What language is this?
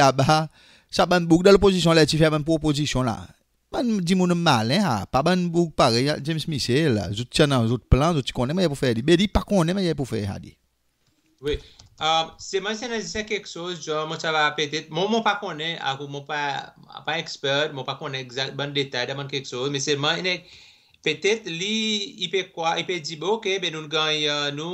Seselwa Creole French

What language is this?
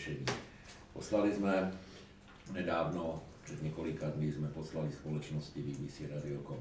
Czech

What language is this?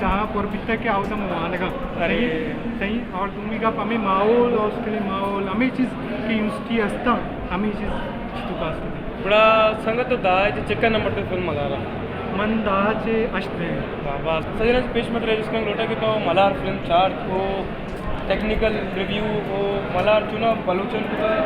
Baluchi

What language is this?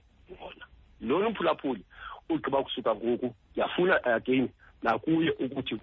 Xhosa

